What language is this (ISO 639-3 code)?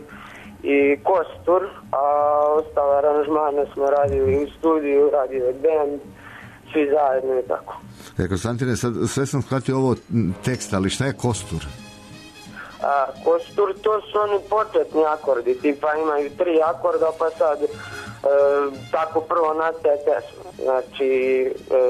srp